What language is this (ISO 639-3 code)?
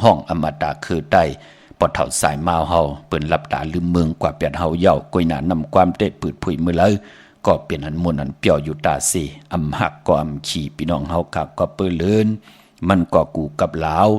shn